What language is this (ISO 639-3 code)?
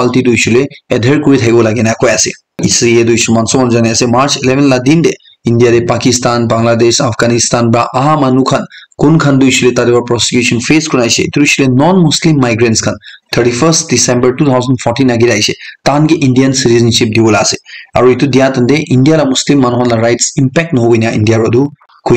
nag